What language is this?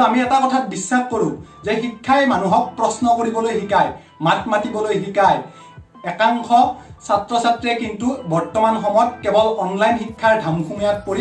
Assamese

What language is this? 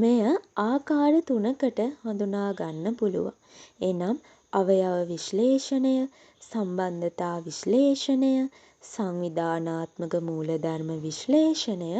Sinhala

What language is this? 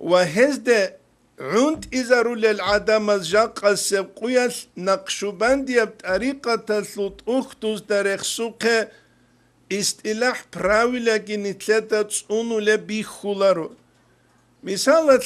Avaric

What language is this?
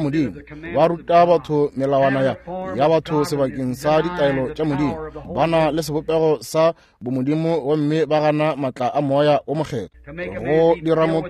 Northern Sotho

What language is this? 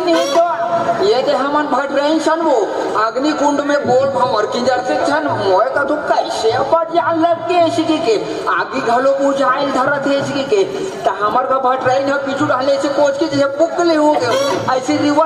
Chhattisgarhi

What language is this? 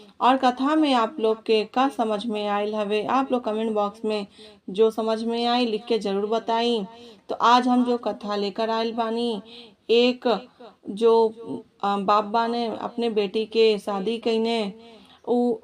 Bhojpuri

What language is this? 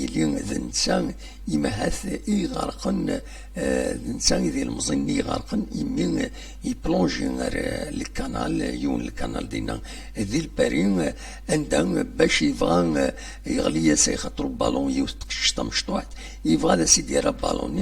Kabyle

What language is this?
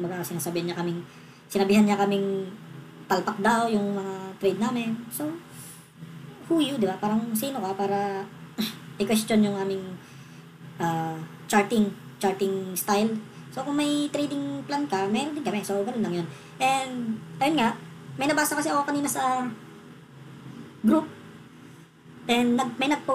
Filipino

